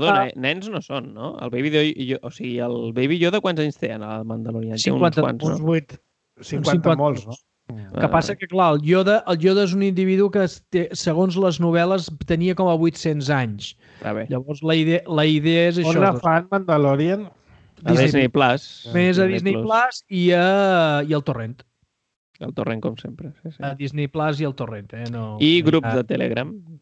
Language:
Catalan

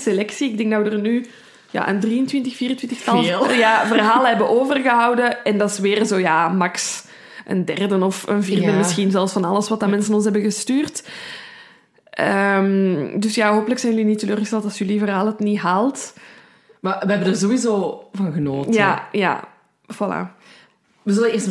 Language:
Dutch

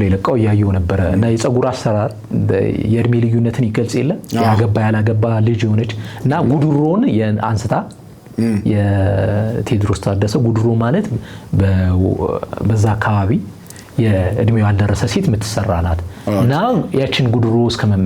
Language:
Amharic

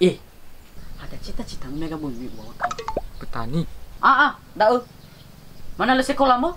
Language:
Nias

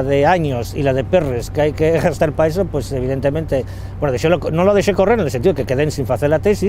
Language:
Asturian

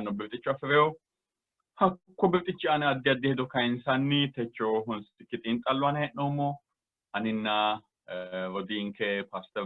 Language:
Sidamo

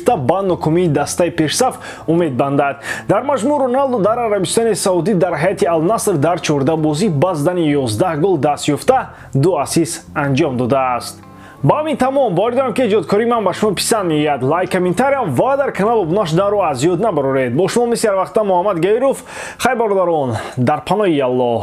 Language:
Tajik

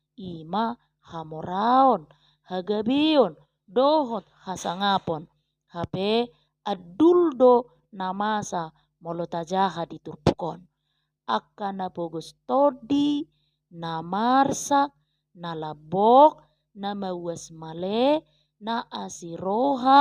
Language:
Batak Toba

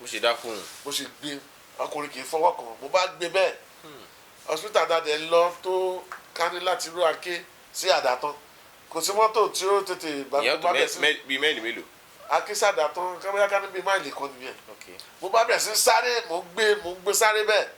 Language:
Yoruba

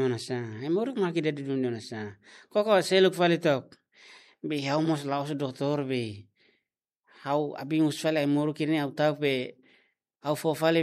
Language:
Tetum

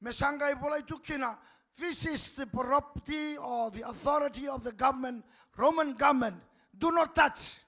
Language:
Fijian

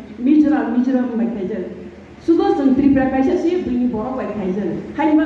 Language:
Riang (India)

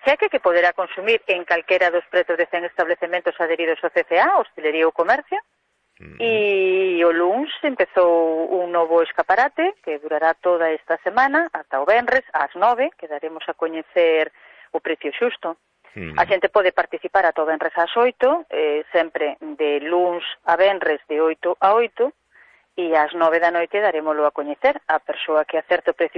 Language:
Galician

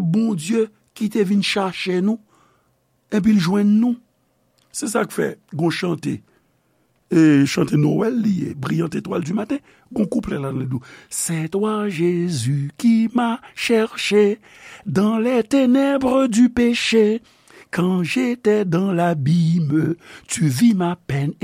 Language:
Haitian Creole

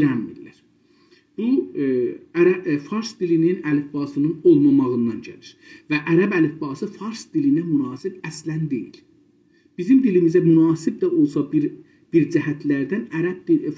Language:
South Azerbaijani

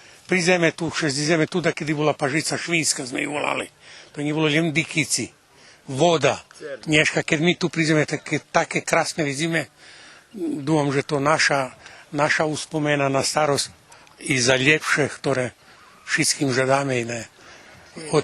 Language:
Rusyn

